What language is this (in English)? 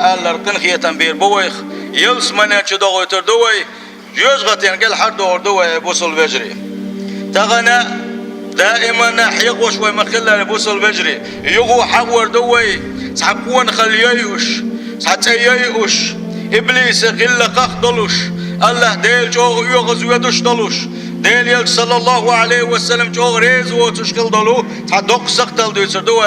Chechen